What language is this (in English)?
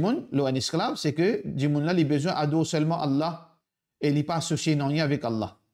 Morisyen